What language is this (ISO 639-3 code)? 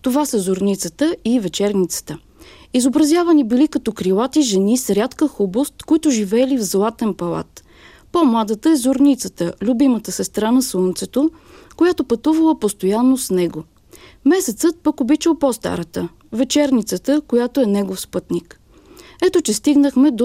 bul